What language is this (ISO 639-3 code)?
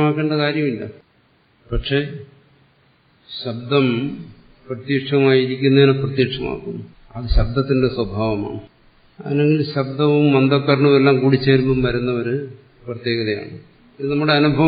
mal